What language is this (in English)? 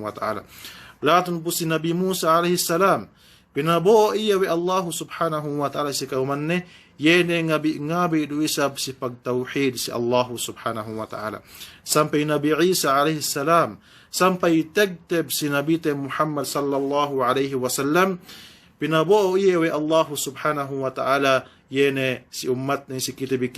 Yakan